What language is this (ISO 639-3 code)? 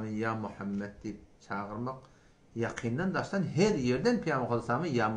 tuk